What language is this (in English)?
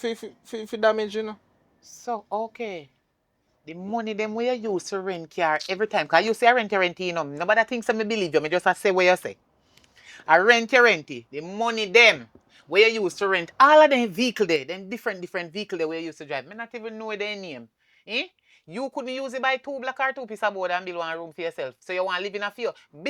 Jamaican Creole English